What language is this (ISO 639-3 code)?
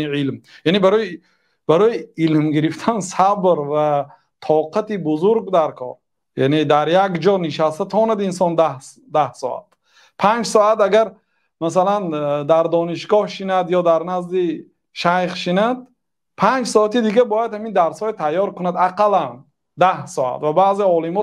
tgk